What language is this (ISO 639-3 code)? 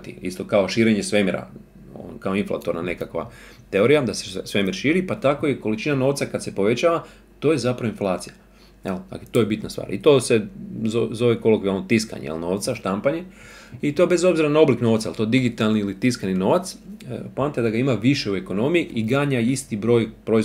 hrv